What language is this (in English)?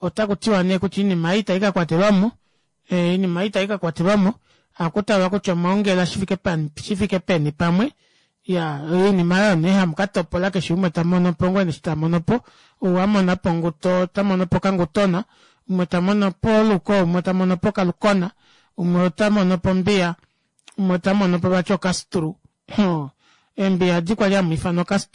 Kuanyama